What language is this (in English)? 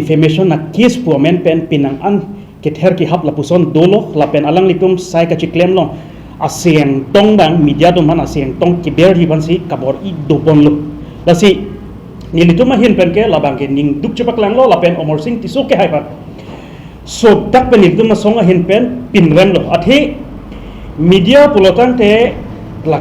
Karbi